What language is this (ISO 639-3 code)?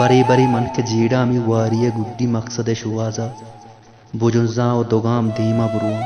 bal